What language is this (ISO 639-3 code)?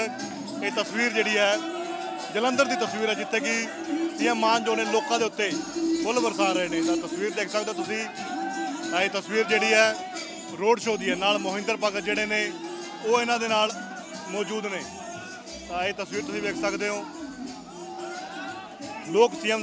pan